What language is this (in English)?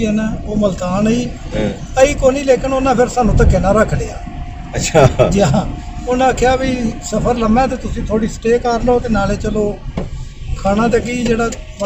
Punjabi